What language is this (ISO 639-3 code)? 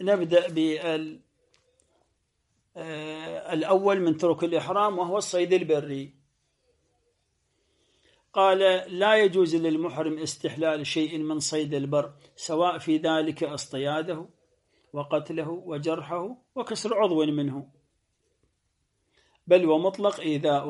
ara